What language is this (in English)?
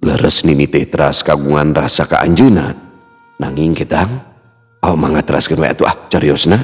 Sundanese